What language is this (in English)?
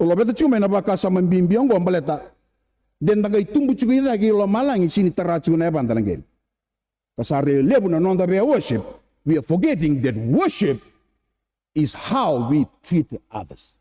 Fijian